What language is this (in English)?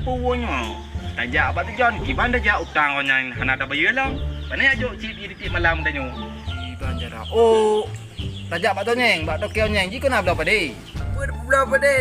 Achinese